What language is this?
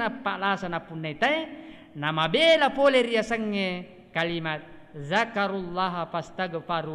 Buginese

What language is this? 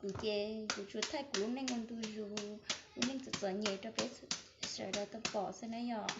Hmong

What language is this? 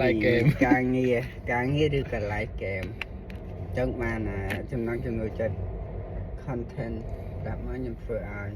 Khmer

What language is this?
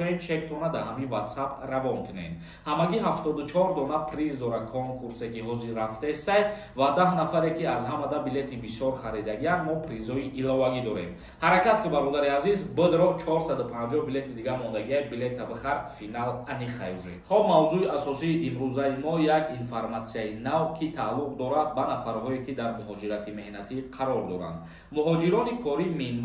Tajik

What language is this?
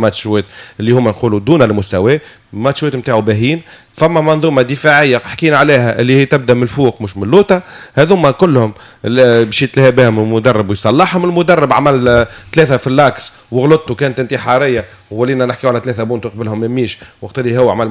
Tunisian Arabic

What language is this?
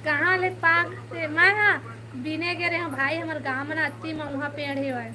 Chhattisgarhi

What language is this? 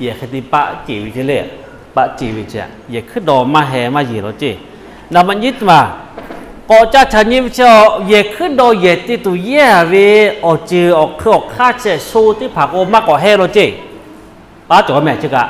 Lahu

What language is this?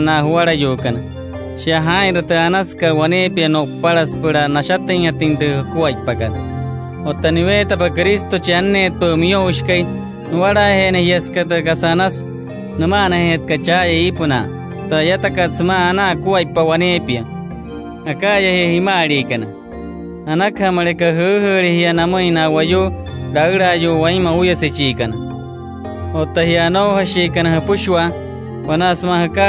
Wayuu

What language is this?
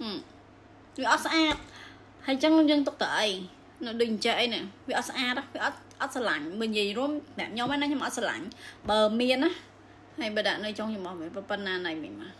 Khmer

